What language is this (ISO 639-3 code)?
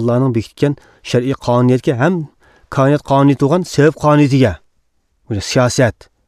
uig